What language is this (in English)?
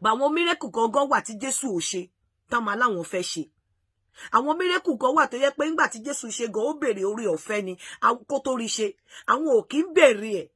Yoruba